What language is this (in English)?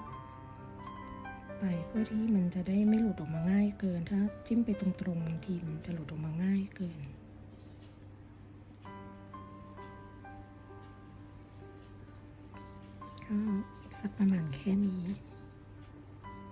Thai